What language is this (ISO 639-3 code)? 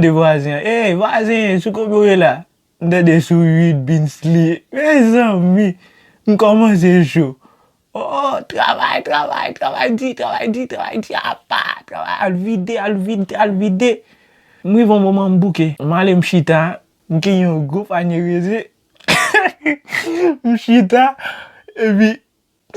hat